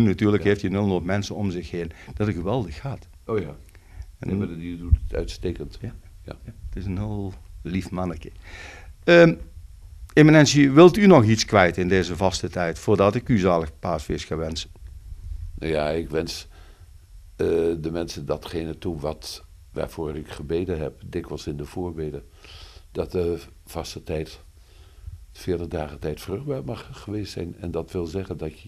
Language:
Dutch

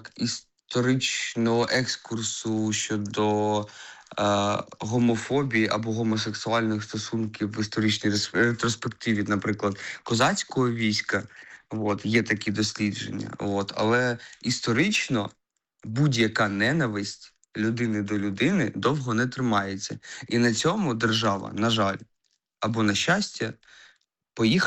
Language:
Ukrainian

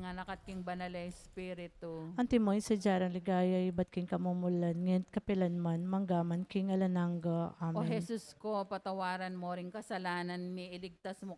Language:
Pampanga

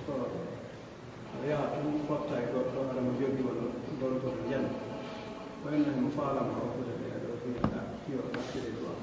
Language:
Pular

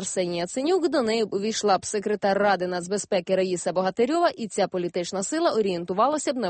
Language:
Ukrainian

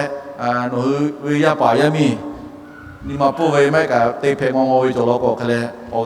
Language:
Lahu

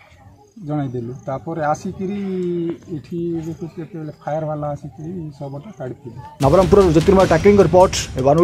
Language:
Odia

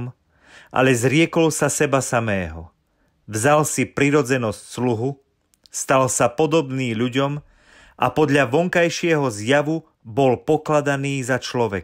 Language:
Slovak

